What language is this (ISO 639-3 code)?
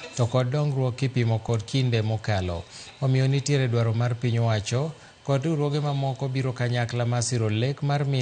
luo